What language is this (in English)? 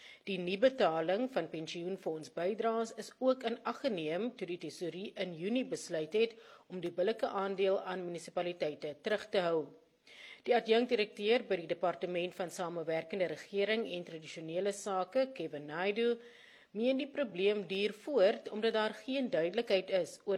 Afrikaans